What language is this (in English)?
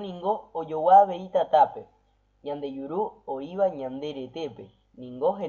Guarani